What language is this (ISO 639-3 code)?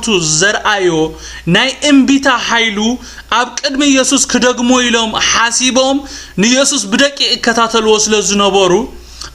tir